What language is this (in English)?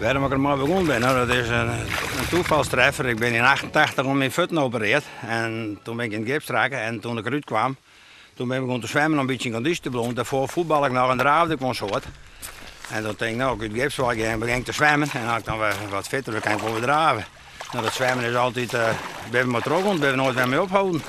Western Frisian